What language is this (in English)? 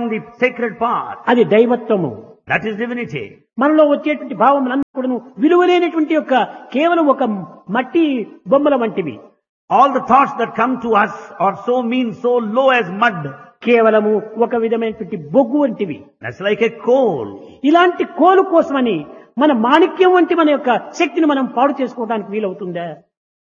Telugu